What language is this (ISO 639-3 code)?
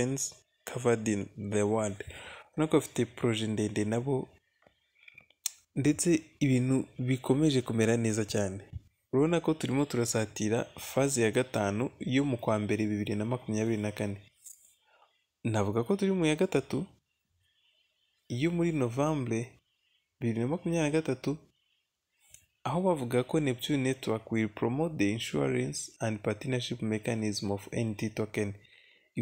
kin